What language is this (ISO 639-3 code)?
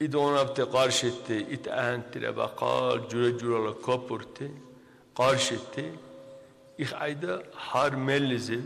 dar